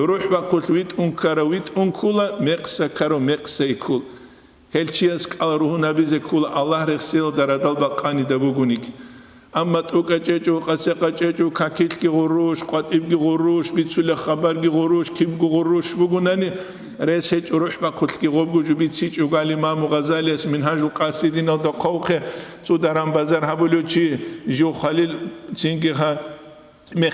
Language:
Avaric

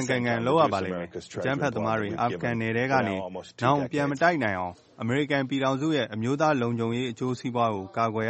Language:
Burmese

